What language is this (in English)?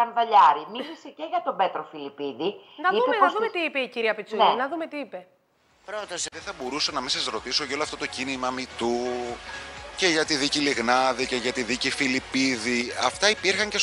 Greek